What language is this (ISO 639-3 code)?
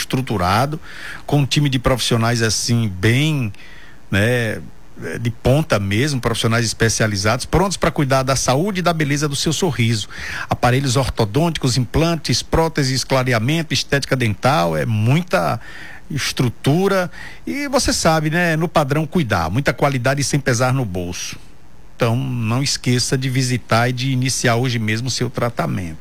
por